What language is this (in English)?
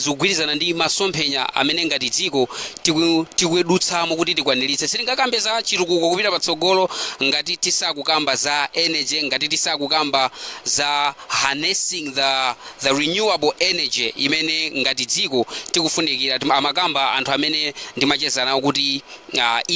Nyanja